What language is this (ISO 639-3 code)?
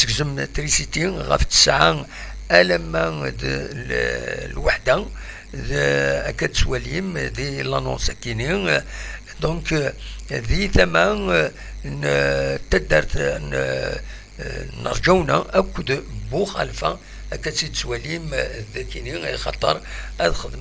kab